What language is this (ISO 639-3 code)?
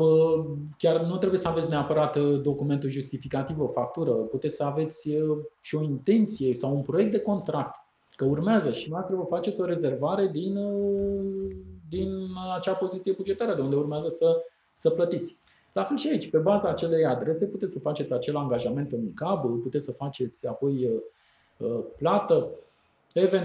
ron